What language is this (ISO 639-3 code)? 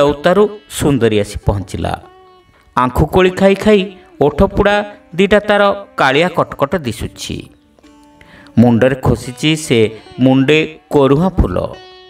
ori